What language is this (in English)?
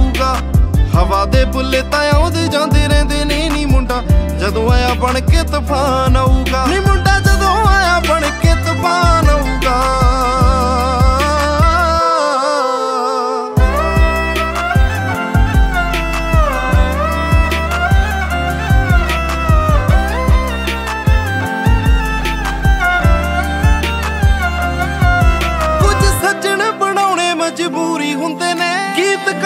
Punjabi